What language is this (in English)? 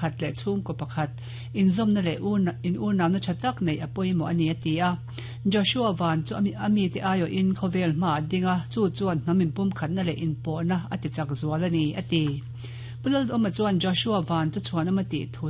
Mizo